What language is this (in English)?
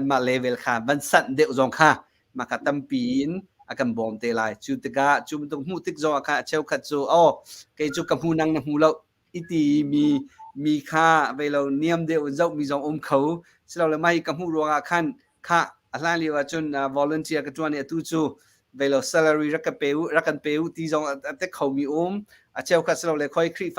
Hakha Chin